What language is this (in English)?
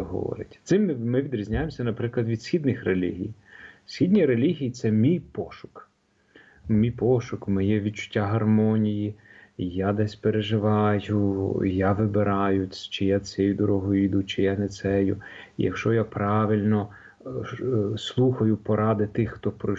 Ukrainian